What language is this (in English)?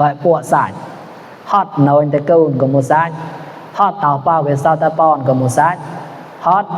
Mon